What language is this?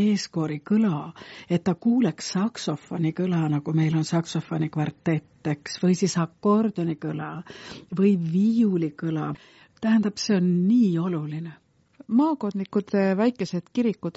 Estonian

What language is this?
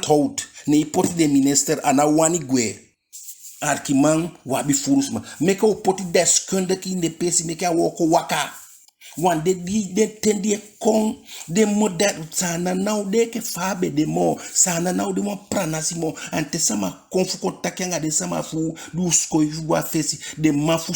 Eastern Maroon Creole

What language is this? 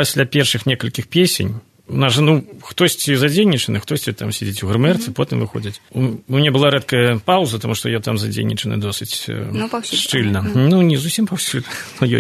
Belarusian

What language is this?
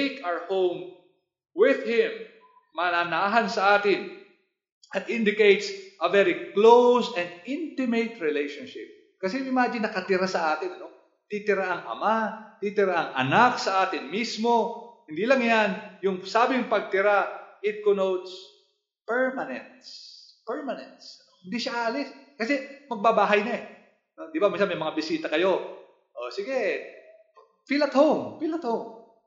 Filipino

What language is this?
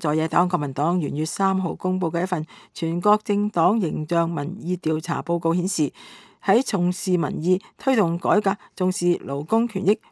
Cantonese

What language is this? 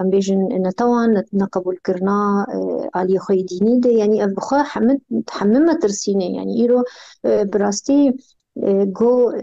Kurdish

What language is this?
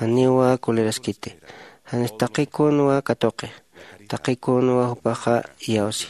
Aymara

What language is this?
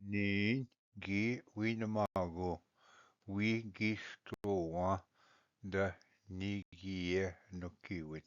Ojibwa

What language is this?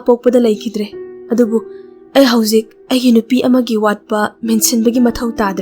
Manipuri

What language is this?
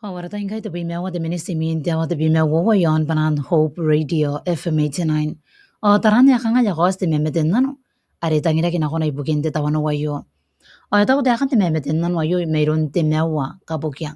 Gilbertese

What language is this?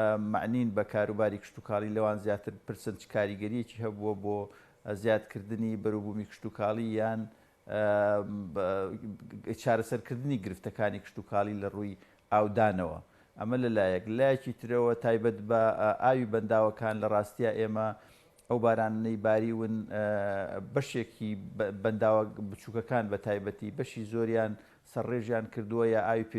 Central Kurdish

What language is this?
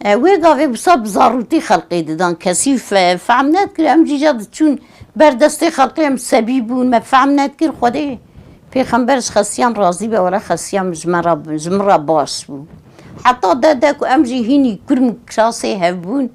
Kurdish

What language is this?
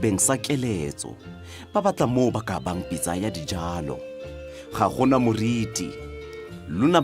Tswana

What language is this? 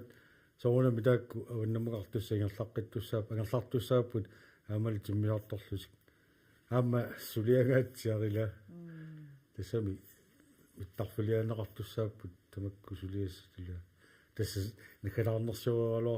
Kalaallisut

